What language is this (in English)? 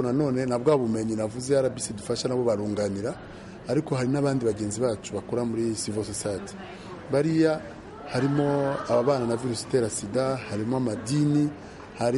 Kinyarwanda